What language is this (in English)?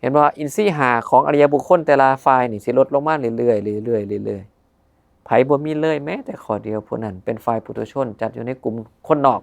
Northeastern Thai